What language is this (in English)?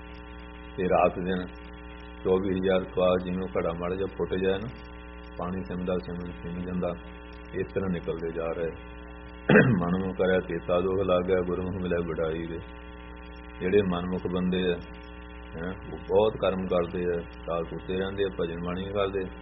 Punjabi